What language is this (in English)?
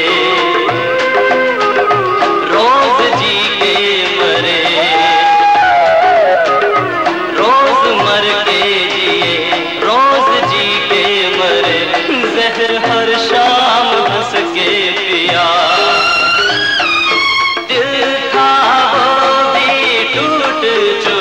Hindi